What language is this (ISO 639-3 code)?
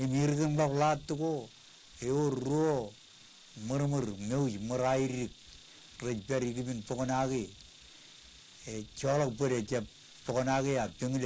mah